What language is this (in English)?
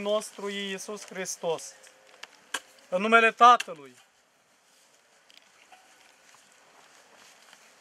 Romanian